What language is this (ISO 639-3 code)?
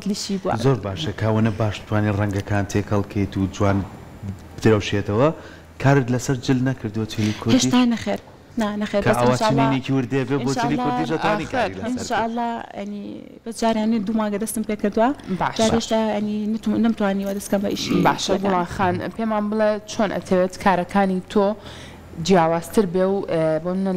ckb